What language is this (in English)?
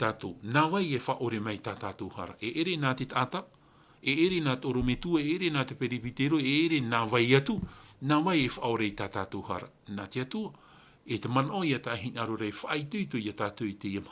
Tahitian